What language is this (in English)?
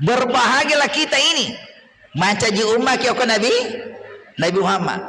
Buginese